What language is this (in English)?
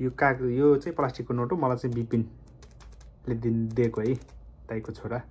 Nepali